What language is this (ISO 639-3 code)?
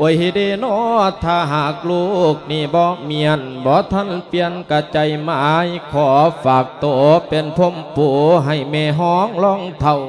lao